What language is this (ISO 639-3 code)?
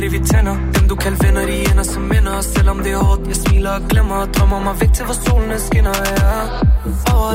dan